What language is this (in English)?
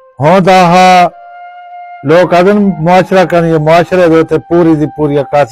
Saraiki